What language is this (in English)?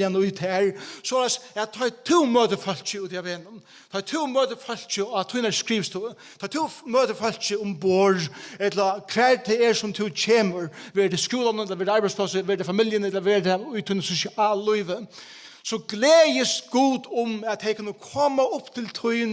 Faroese